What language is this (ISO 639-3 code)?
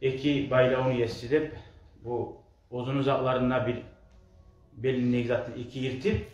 kum